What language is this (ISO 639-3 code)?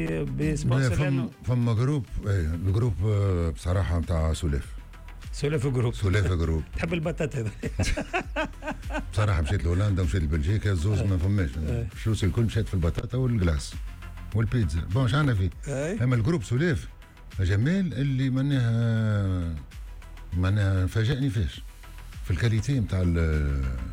aeb